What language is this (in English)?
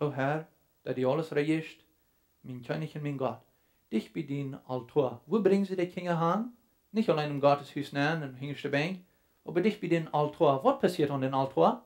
Plautdietsch